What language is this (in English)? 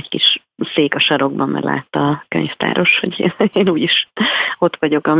Hungarian